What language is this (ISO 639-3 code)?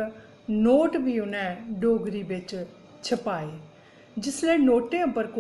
doi